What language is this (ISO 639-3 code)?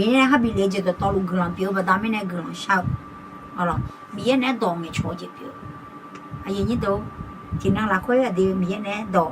ahk